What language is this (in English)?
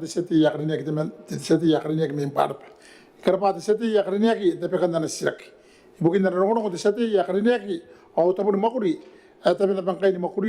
Gilbertese